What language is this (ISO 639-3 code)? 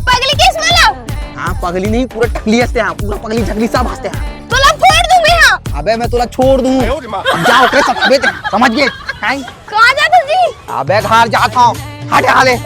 hne